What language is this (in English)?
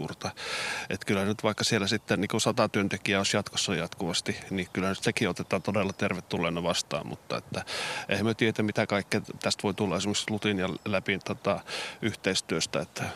Finnish